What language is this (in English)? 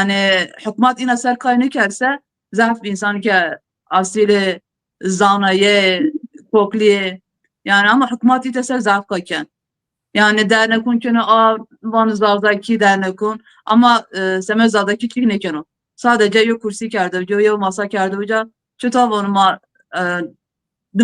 Zaza